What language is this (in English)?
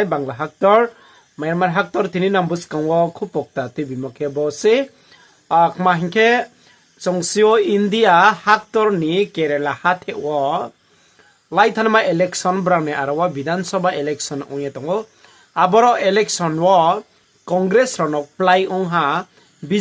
Riang (India)